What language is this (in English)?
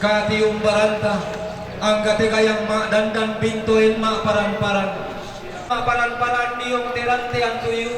Toraja-Sa'dan